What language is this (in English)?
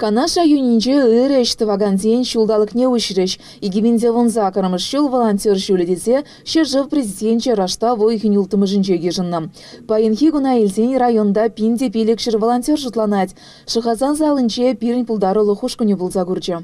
Chuvash